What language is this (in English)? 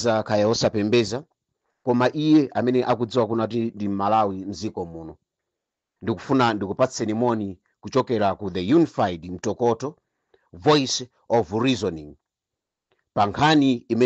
Nyanja